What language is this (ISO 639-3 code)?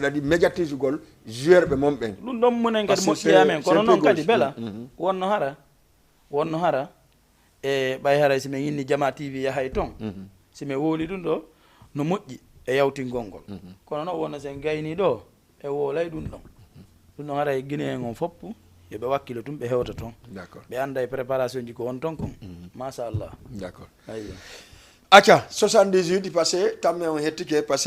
ful